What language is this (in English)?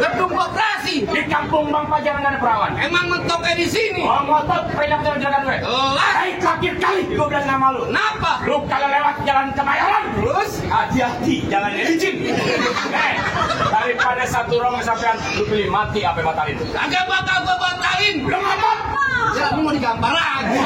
Betawi